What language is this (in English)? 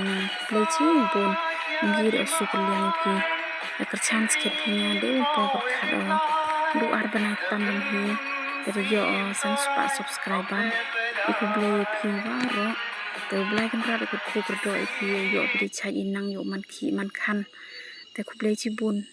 Khasi